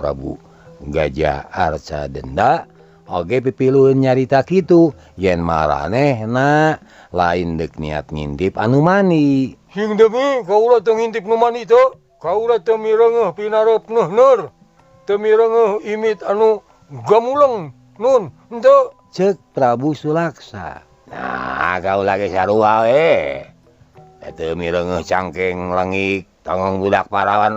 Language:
Sundanese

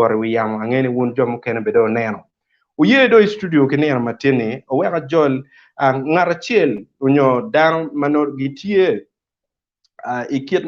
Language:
Acoli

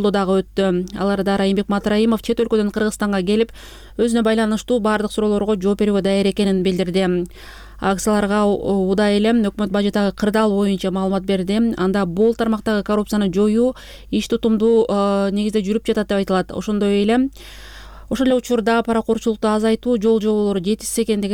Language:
Kyrgyz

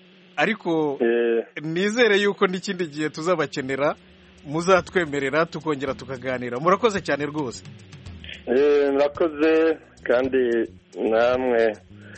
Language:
Kinyarwanda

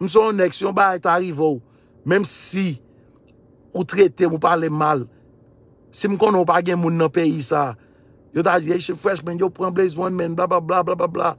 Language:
Haitian Creole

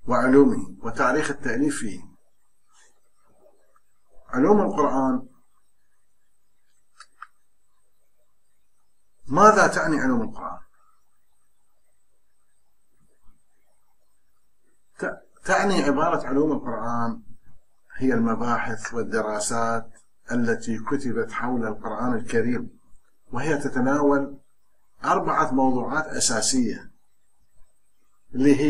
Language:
Arabic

